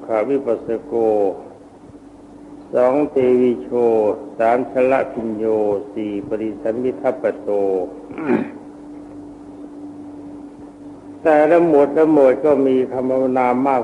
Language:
Thai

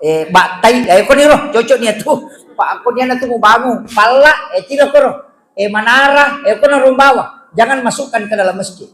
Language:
Buginese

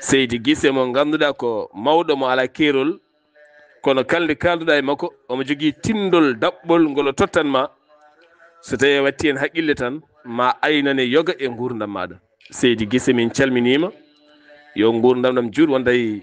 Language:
Fula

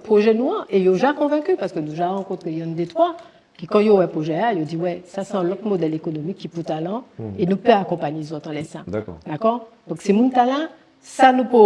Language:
Guadeloupean Creole French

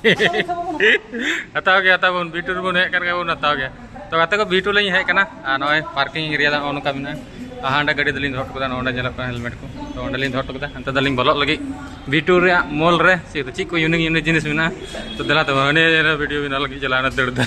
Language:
Santali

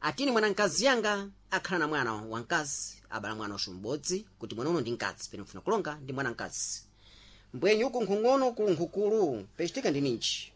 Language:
Sena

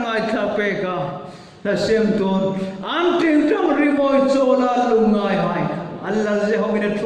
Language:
Hmar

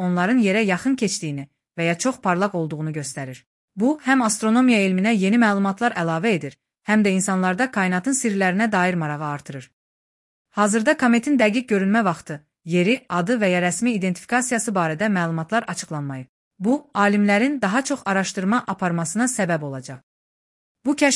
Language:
Azerbaijani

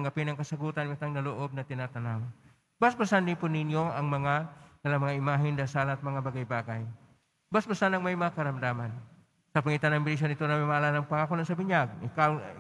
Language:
Filipino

